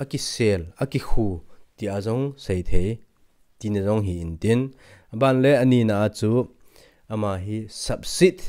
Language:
Thado Chin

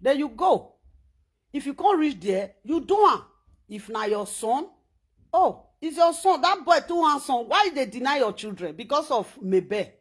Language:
Nigerian Pidgin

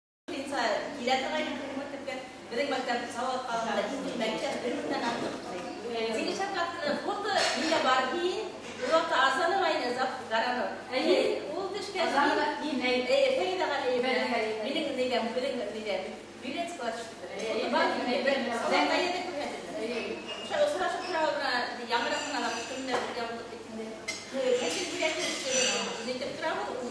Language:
Bashkir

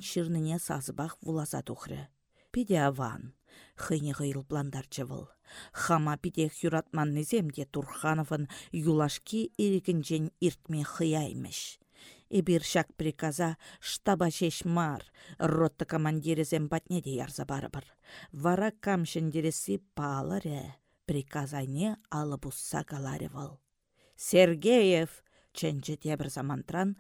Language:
Chuvash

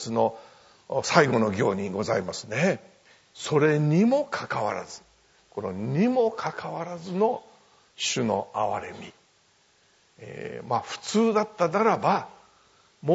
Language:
Japanese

